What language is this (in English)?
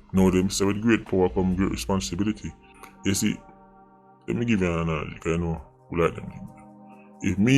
Jamaican Creole English